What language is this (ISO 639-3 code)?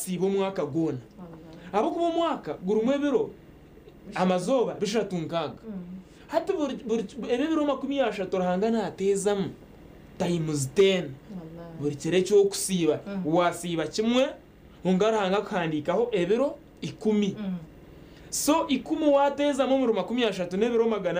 nyn